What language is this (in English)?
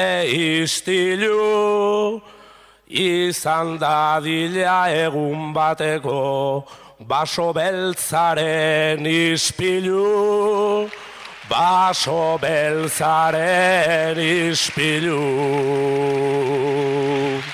Basque